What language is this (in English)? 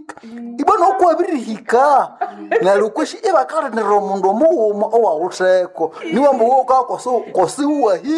Nande